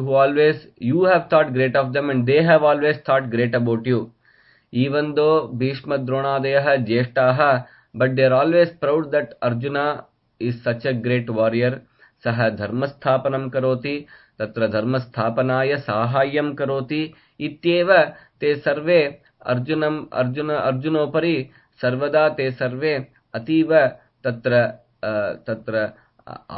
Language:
Sanskrit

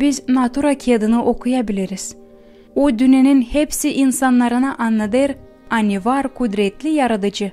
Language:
Gagauz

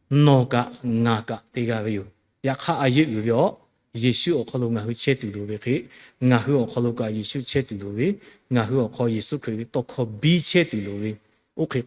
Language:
Lahu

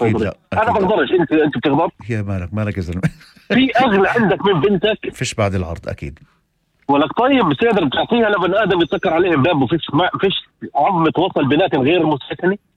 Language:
North Levantine Arabic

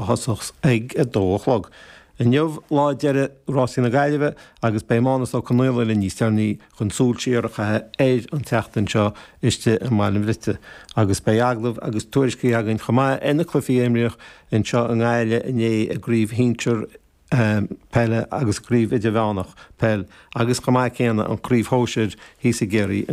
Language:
Irish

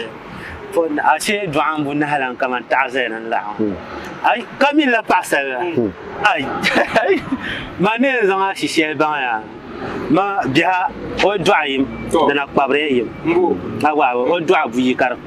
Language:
Dagbani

